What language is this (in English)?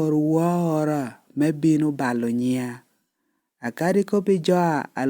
Lango (Uganda)